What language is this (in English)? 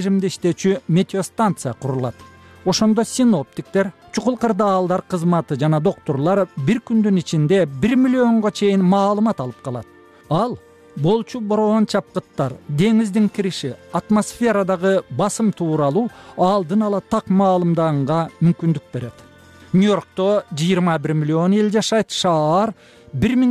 Kyrgyz